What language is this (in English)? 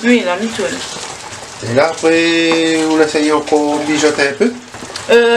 Réunion Creole French